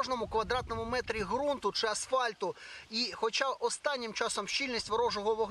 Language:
Ukrainian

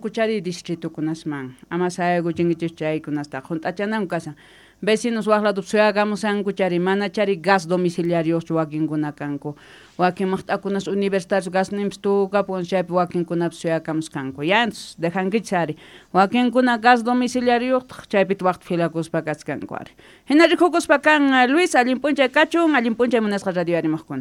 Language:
Quechua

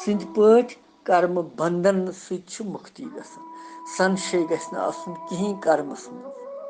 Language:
Kashmiri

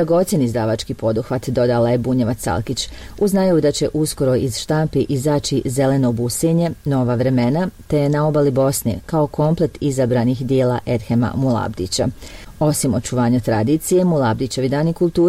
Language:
Bosnian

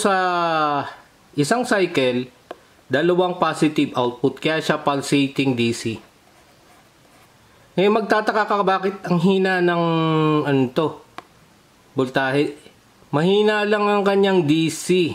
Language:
Filipino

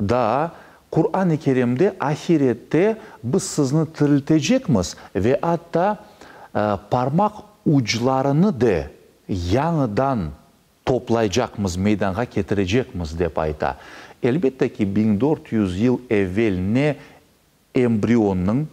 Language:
Crimean Tatar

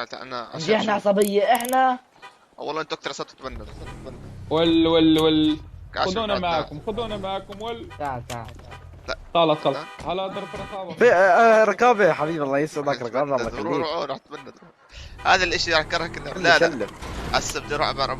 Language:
North Levantine Arabic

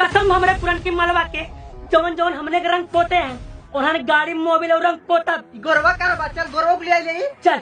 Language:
Awadhi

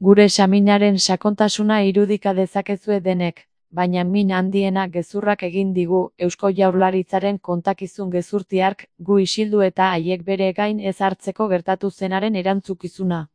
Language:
Basque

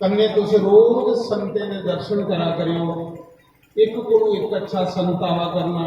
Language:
Dogri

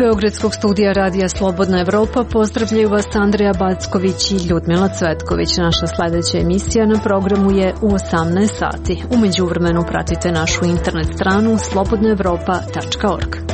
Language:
Serbian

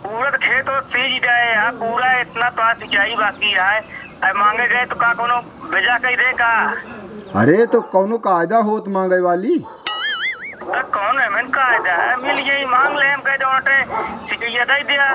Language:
Awadhi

